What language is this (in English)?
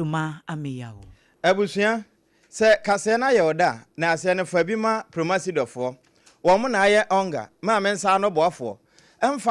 Akan